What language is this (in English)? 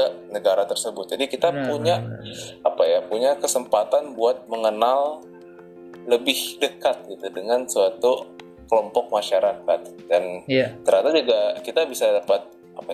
Indonesian